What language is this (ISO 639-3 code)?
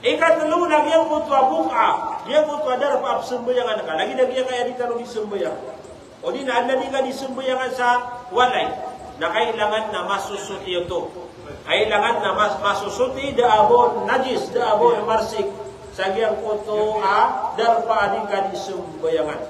mrw